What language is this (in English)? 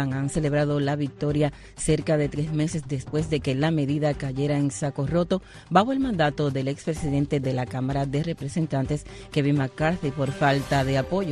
Spanish